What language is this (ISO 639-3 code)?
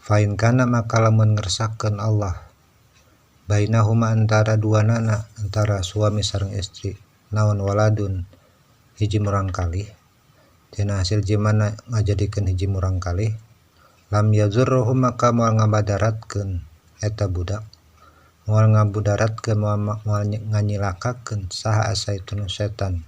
sun